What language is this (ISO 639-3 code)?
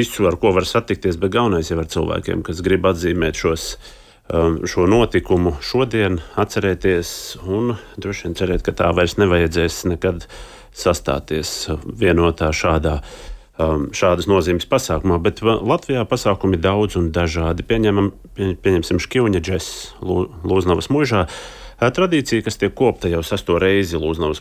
lav